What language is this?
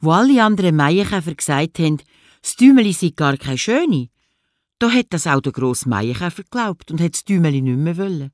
Swiss German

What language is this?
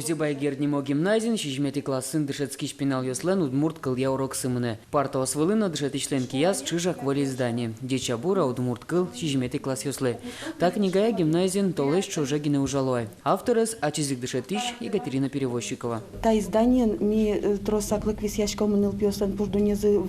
Udmurt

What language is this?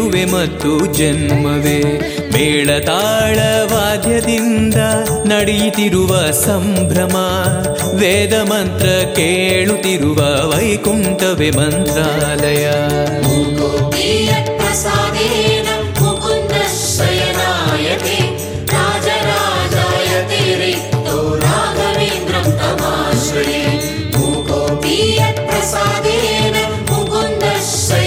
Kannada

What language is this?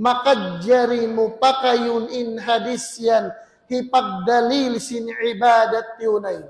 Tausug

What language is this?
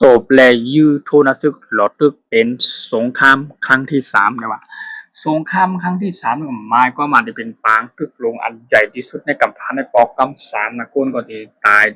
Shan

